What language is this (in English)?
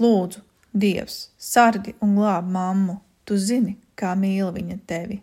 Latvian